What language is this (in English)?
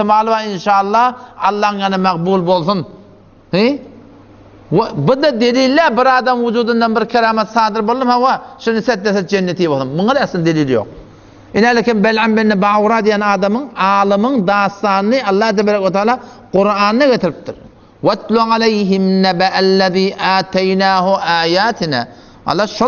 Turkmen